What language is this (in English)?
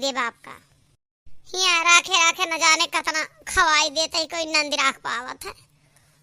Awadhi